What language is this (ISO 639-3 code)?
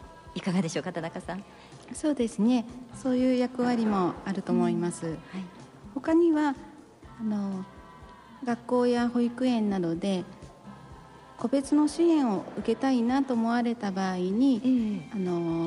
jpn